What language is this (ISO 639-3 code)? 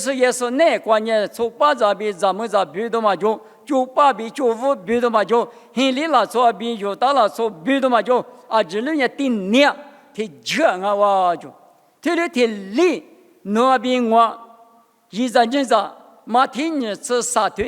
lis